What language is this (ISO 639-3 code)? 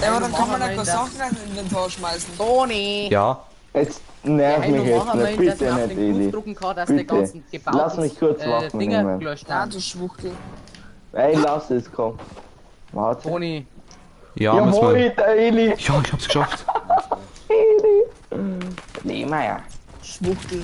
bar